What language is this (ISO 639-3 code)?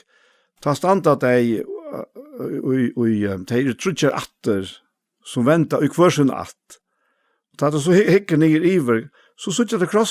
fao